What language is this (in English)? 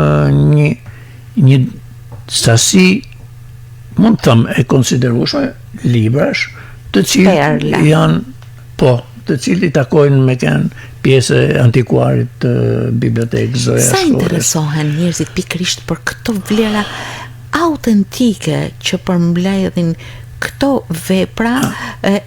Albanian